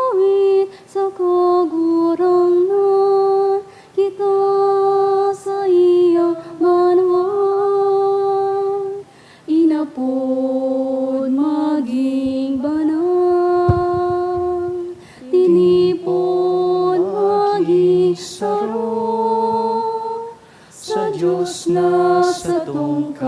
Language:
Bikol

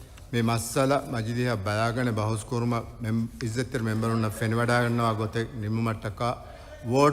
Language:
Divehi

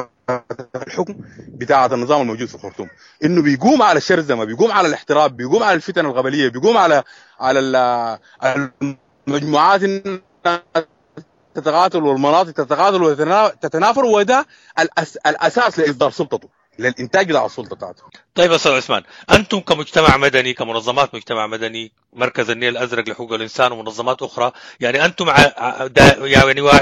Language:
Sudanese Arabic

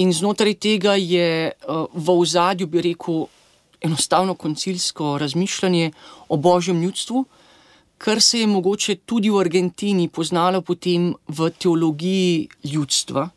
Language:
Slovenian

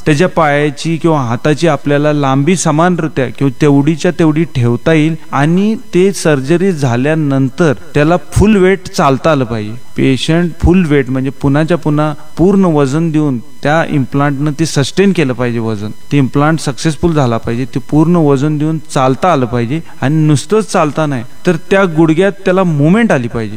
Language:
Marathi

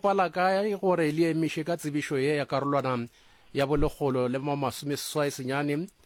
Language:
Northern Sotho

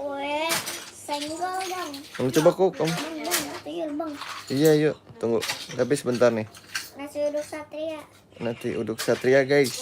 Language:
Betawi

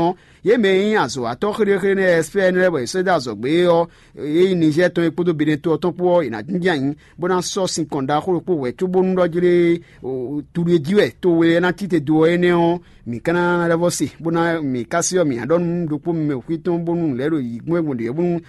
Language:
Fon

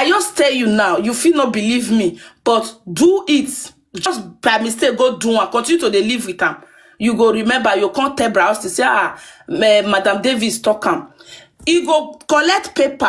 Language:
Nigerian Pidgin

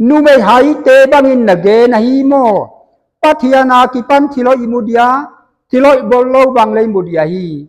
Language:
Paite Chin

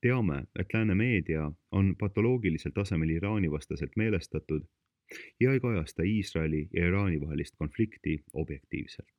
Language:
Estonian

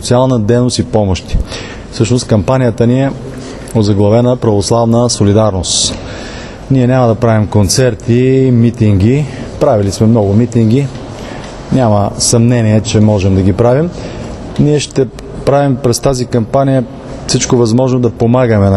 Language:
Bulgarian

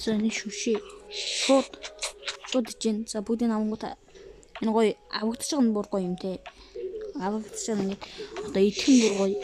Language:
Mongolian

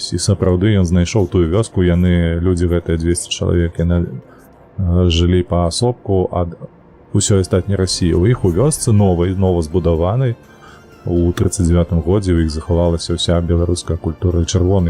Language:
Belarusian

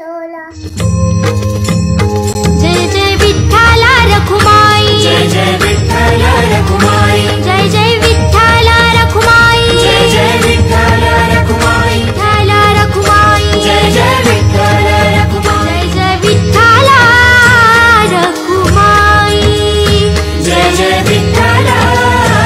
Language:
Marathi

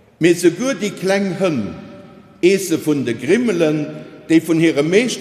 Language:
Luxembourgish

